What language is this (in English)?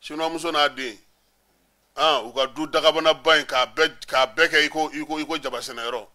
Bambara